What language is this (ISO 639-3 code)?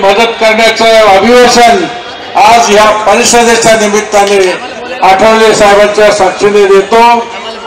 mar